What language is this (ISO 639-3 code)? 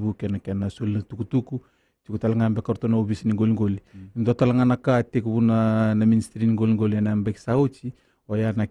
fij